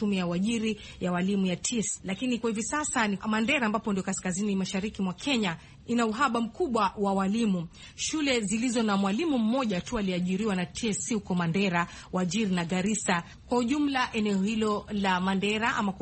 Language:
Swahili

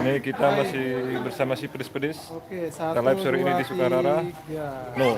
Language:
Sasak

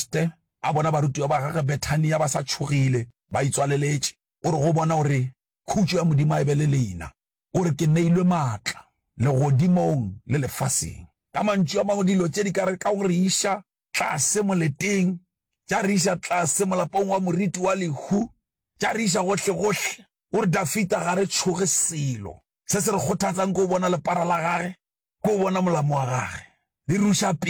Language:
Northern Sotho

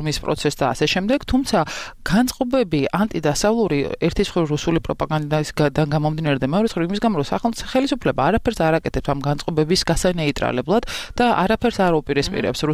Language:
Georgian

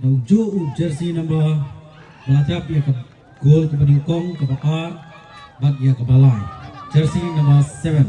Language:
Khasi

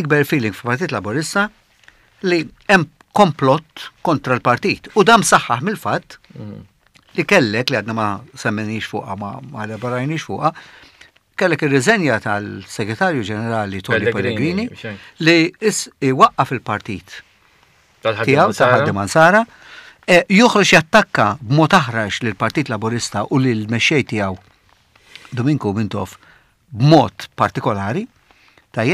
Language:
Maltese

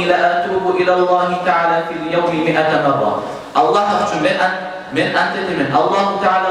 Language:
Kumyk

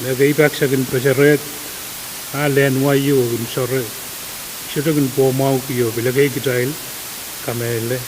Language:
Pohnpeian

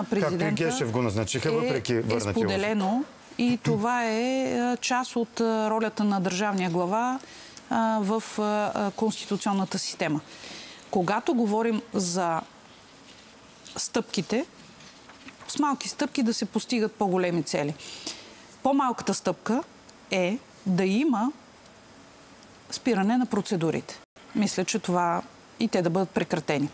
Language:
Bulgarian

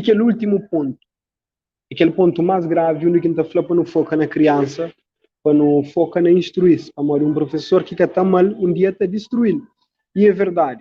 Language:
Kabuverdianu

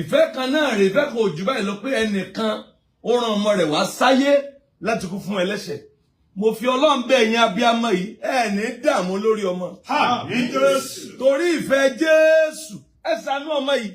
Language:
Yoruba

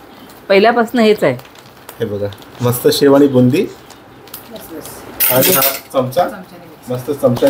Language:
Marathi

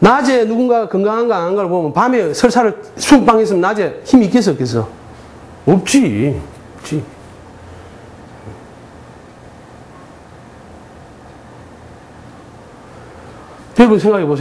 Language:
Korean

